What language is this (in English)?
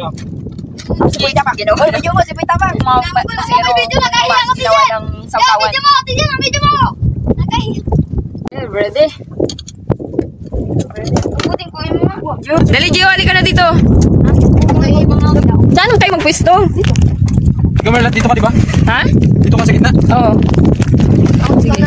Filipino